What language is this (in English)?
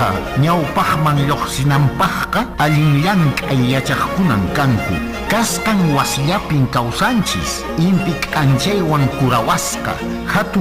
Quechua